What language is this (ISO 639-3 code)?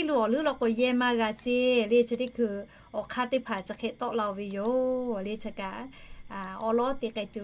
lhu